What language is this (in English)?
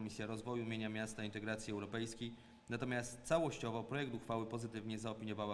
Polish